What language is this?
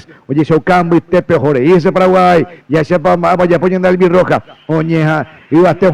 Guarani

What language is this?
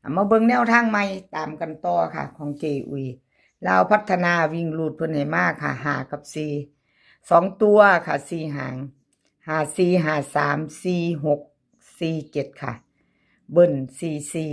Northeastern Thai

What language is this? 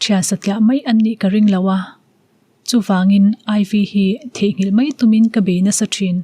Mizo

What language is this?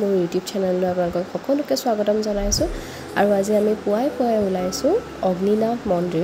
Assamese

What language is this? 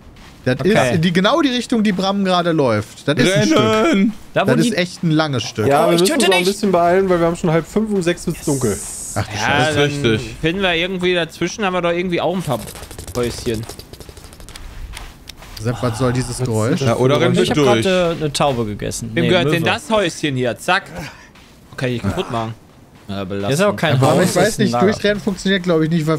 German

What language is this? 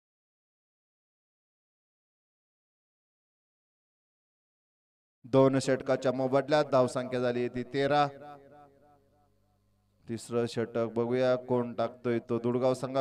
Marathi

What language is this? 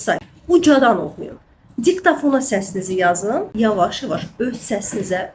Azerbaijani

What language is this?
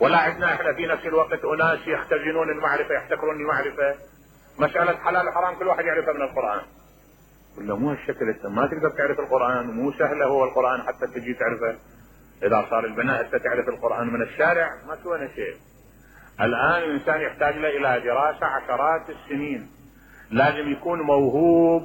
Mesopotamian Arabic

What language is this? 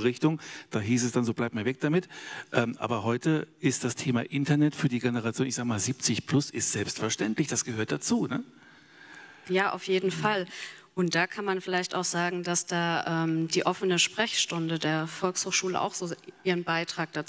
German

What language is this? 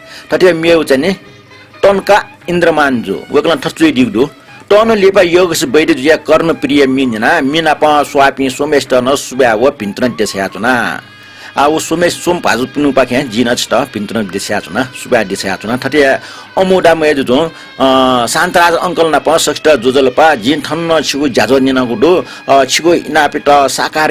Newari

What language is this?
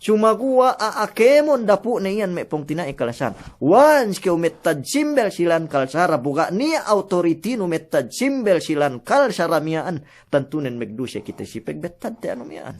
Yakan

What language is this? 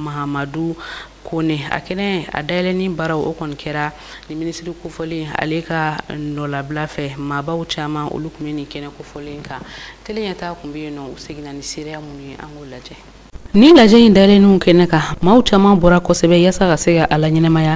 Bambara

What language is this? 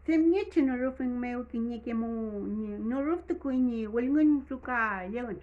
Mapuche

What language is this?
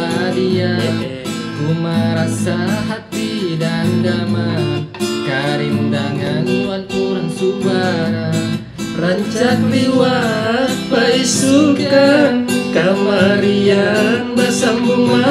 Banjar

